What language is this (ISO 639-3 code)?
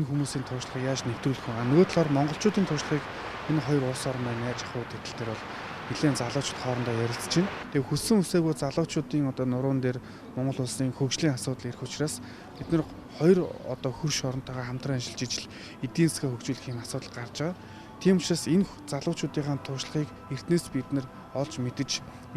mon